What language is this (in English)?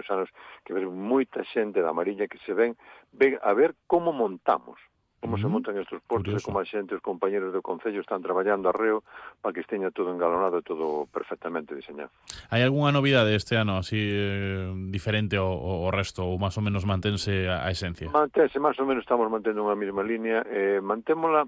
Galician